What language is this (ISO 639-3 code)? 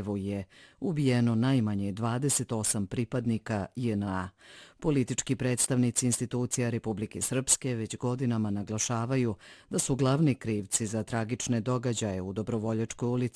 bos